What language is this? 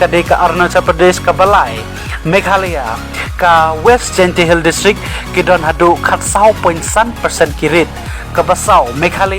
Khasi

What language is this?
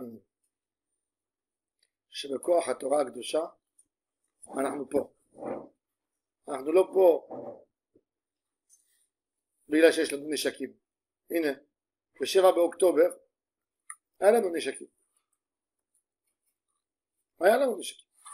Hebrew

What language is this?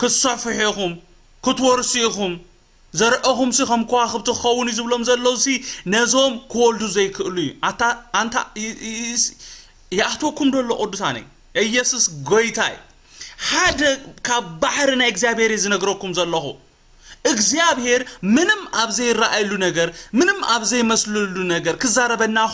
Tigrinya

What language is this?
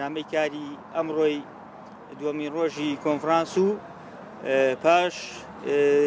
Central Kurdish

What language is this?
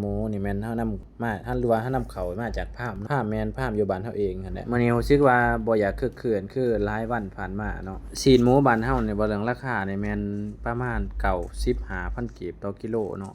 Lao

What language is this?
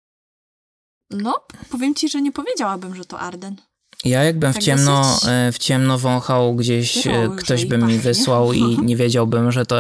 Polish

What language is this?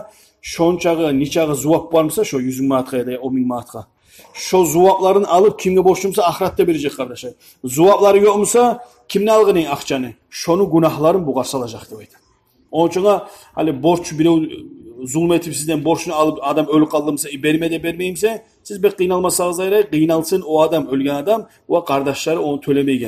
Kumyk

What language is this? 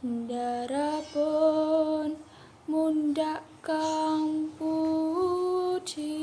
Javanese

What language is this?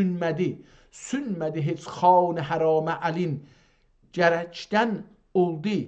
South Azerbaijani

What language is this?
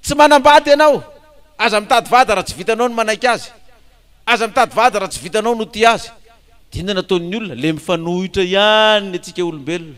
Malagasy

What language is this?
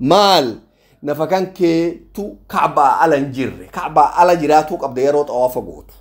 Oromo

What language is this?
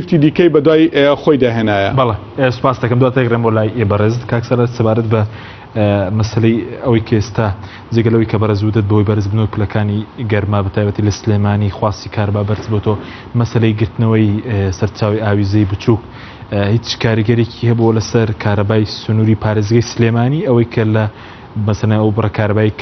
Central Kurdish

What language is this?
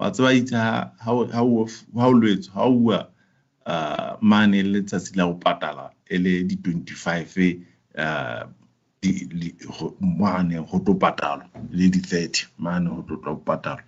Southern Sotho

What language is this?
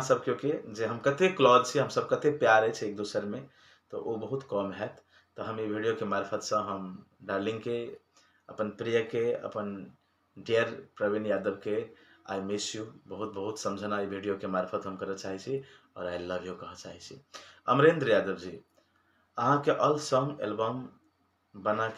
Maithili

